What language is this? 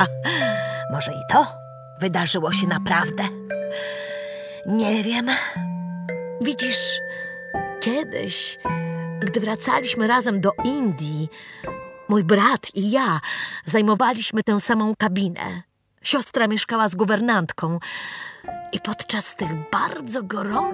Polish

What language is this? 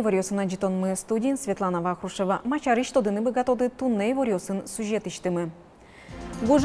Udmurt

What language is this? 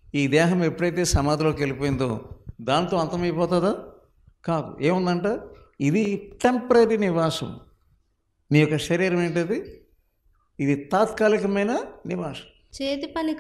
Telugu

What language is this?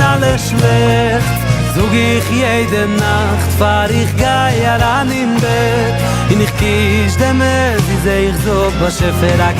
Yiddish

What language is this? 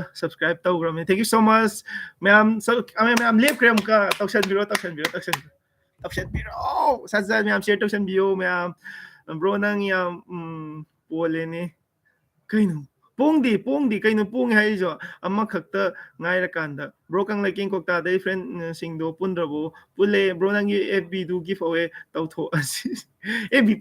Manipuri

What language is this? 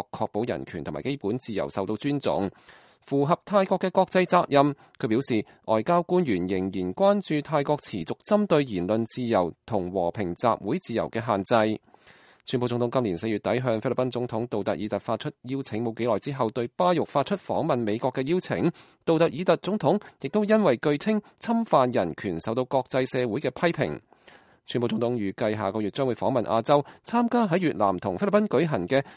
Cantonese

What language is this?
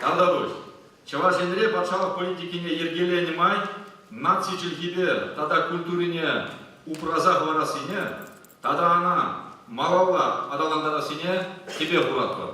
Chuvash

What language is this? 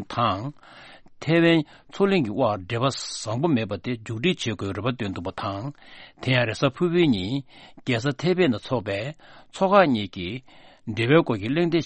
Tibetan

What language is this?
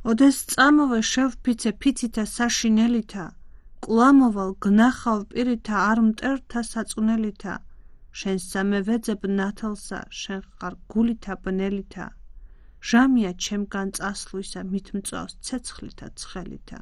Georgian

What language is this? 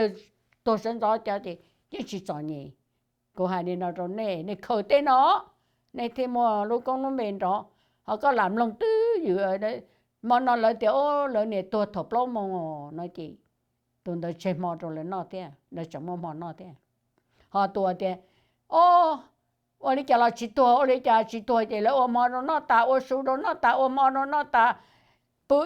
Hmong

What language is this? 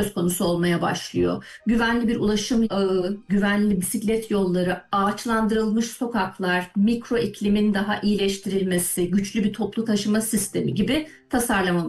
Turkish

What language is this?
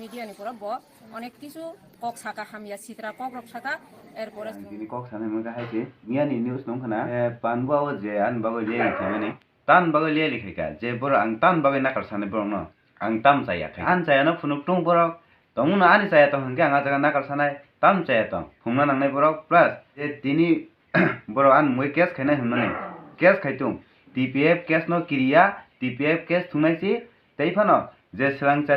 Riang (India)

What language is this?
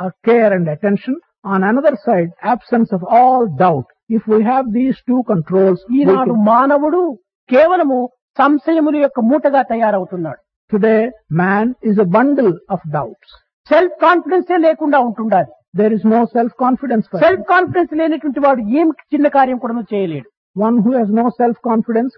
Telugu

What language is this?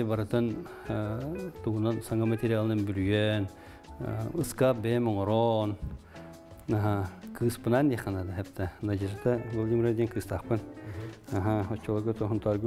Yakut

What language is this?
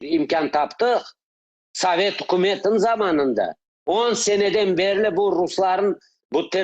Crimean Tatar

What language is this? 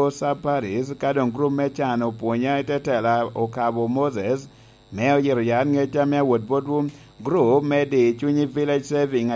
Lango (Uganda)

